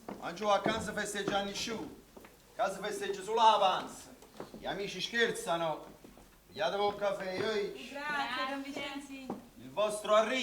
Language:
Neapolitan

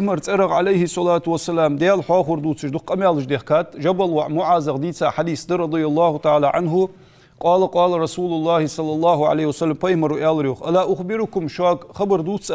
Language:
Ingush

